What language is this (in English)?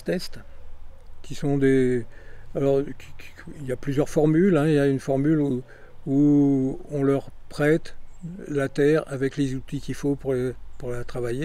French